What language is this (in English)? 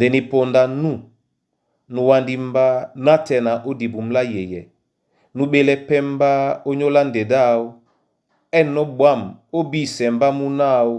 Duala